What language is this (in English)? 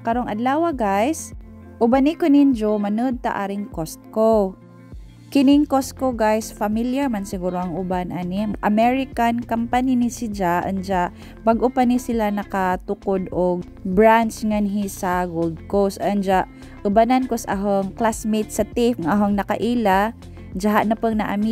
Cebuano